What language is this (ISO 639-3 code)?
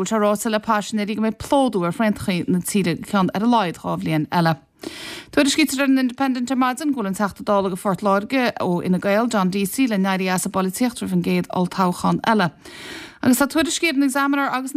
gle